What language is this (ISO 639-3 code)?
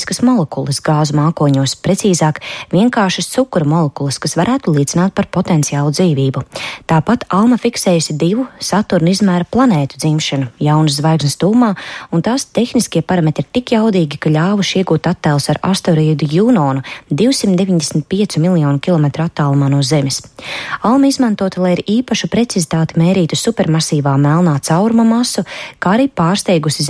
lav